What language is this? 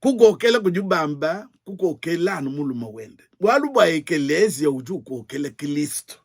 Luba-Lulua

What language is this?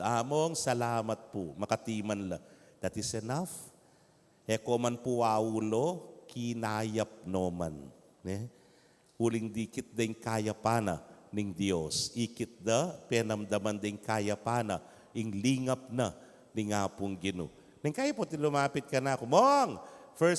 Pampanga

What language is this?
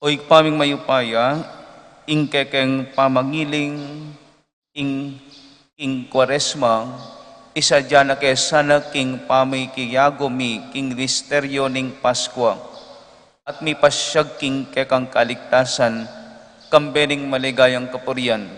Pampanga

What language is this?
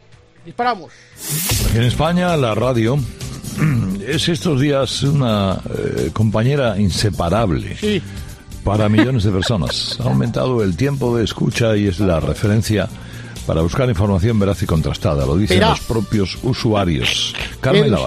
Spanish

